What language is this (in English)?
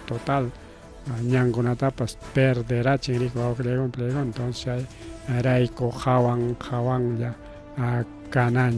Ayacucho Quechua